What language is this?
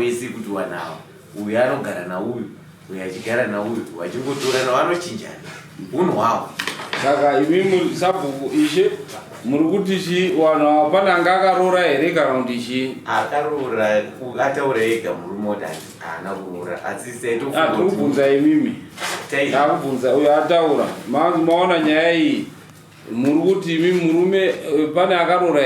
Shona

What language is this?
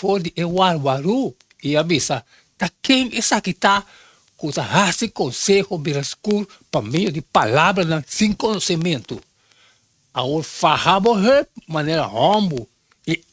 Papiamento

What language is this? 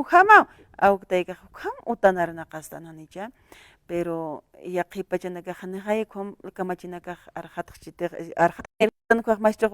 Aymara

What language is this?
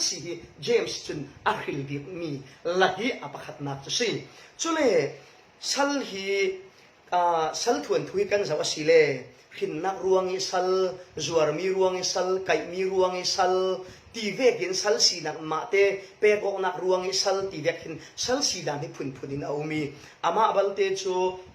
Falam Chin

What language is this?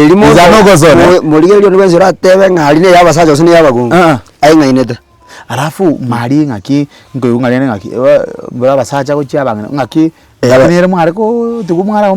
Gusii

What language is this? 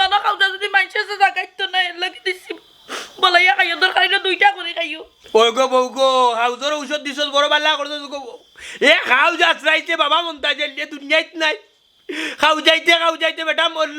Sylheti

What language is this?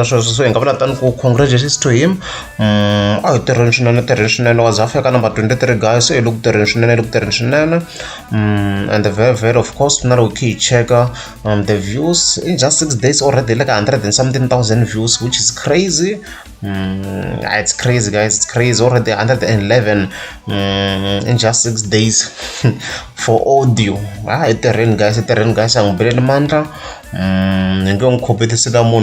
Tsonga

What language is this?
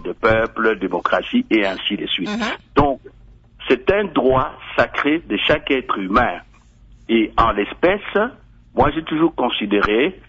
French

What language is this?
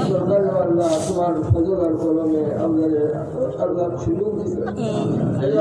Sylheti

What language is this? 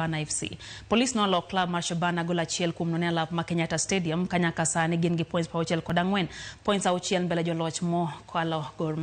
Luo (Kenya and Tanzania)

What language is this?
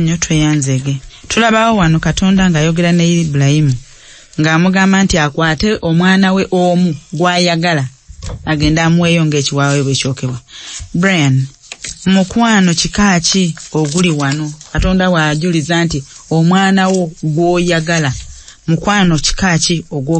Ganda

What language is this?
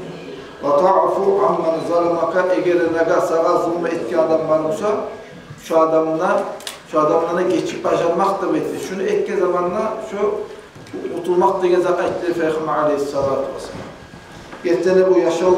Kumyk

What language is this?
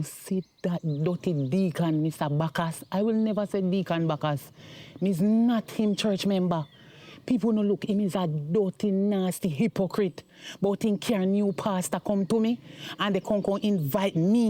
Jamaican Creole English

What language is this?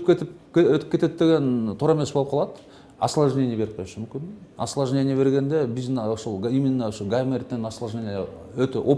Kyrgyz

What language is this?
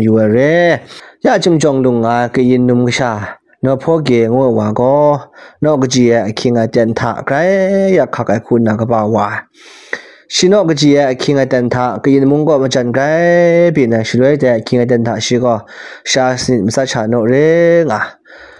Kachin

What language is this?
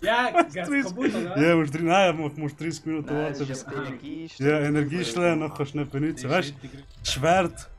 Swiss German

